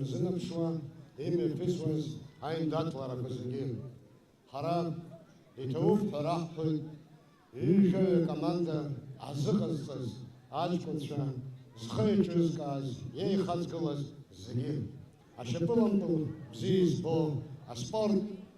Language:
Abkhazian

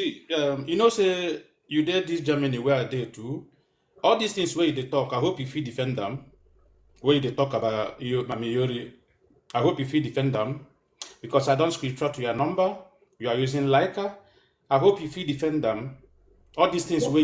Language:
Nigerian Pidgin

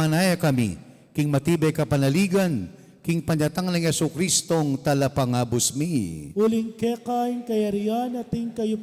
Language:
Pampanga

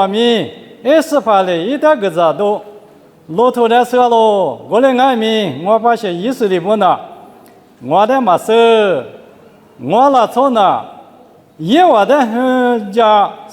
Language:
Lisu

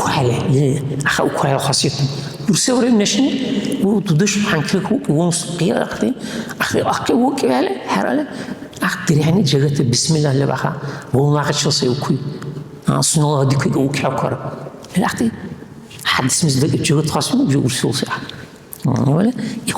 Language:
Dargwa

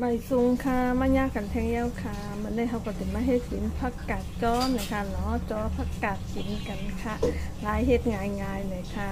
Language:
Shan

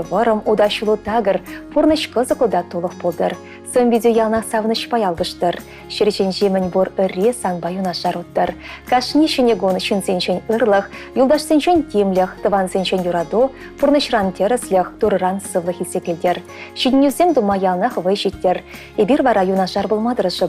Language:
Chuvash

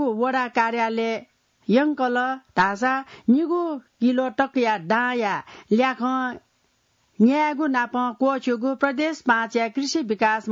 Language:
Newari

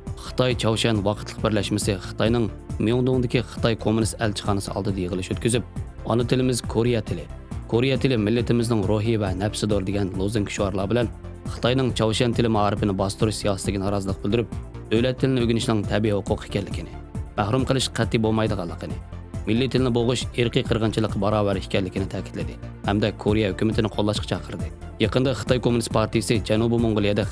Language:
Uyghur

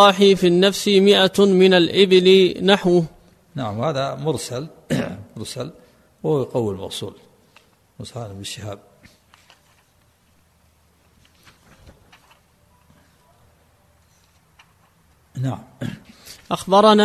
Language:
Arabic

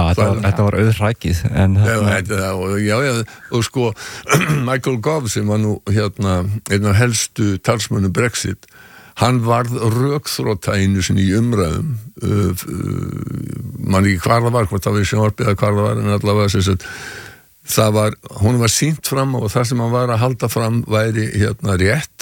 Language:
Icelandic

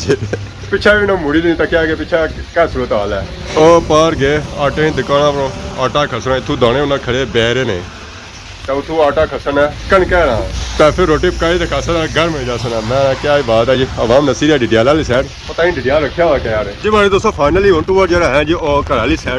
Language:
Pahari-Potwari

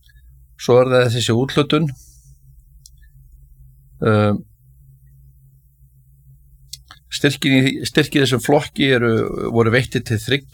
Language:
Icelandic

